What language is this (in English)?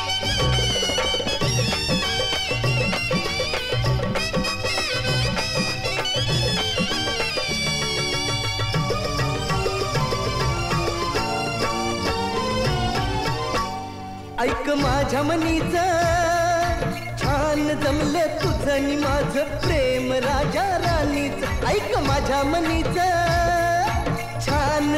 Marathi